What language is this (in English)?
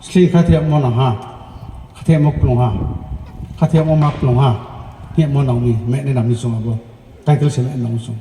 Riang (India)